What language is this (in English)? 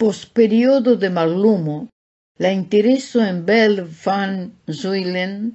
Esperanto